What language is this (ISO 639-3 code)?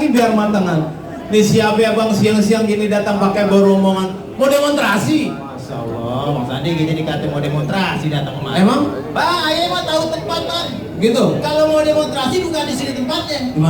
bew